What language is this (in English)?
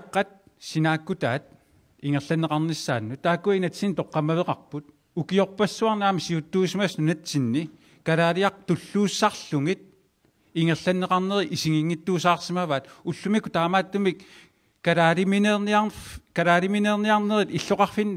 Kalaallisut